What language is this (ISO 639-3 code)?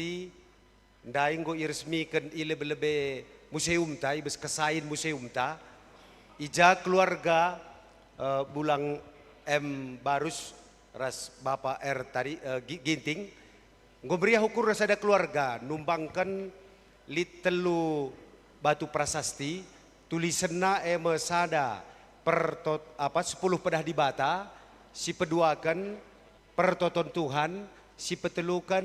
btx